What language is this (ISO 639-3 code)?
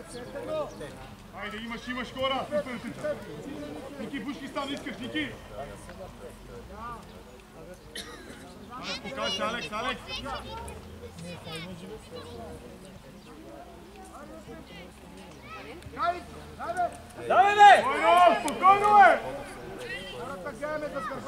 bul